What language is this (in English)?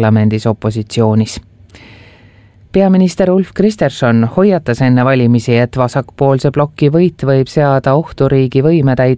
Estonian